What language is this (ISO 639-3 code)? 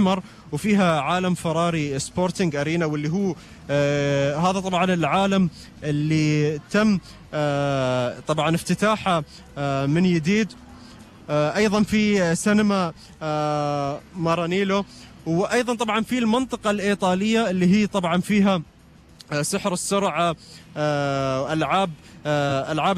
afb